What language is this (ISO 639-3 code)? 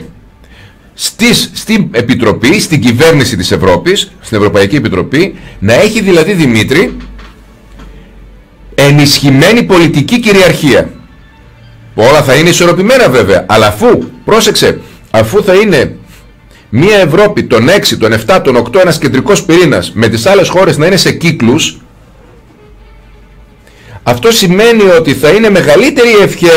ell